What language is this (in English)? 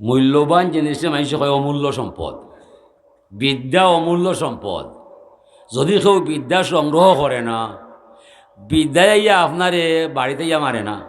Sylheti